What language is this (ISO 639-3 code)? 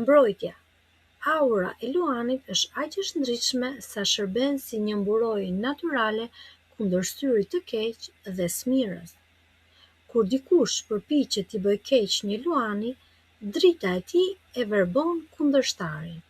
sqi